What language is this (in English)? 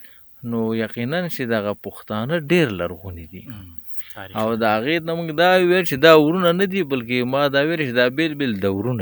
Pashto